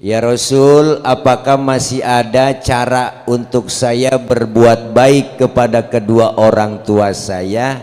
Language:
Betawi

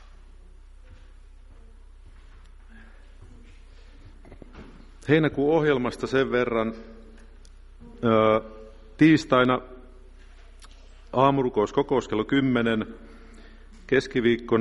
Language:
Finnish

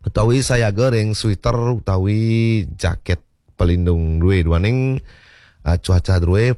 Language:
Balinese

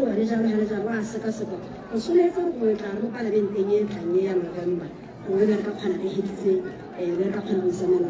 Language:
Tswana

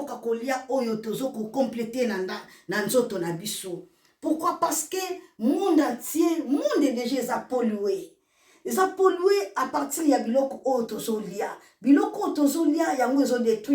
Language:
Lingala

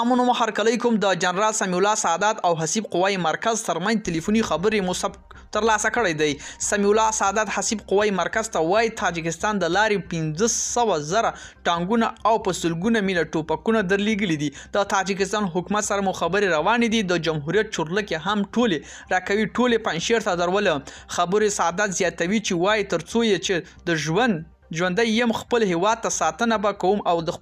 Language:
Pashto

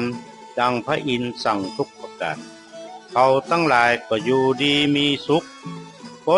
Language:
Northern Thai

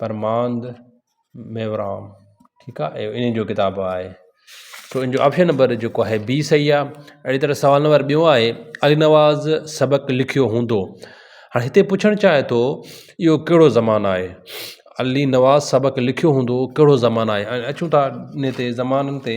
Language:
Sindhi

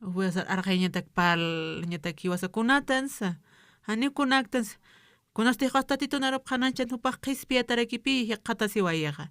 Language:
Aymara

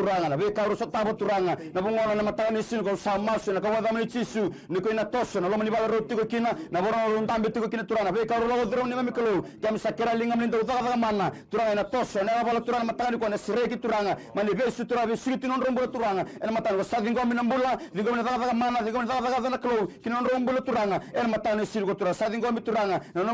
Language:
Fijian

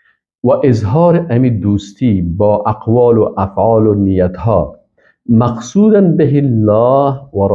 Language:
Persian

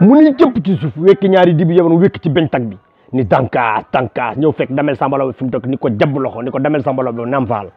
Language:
Wolof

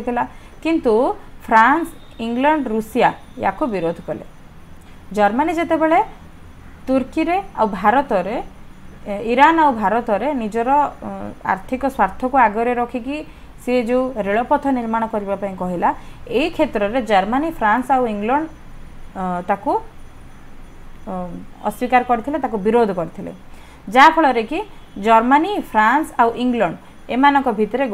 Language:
Odia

